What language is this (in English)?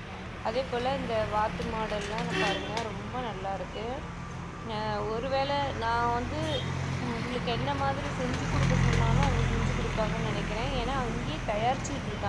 Tamil